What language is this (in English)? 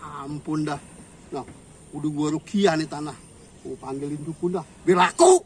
Betawi